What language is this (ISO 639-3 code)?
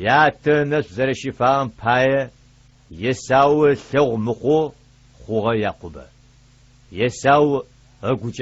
ady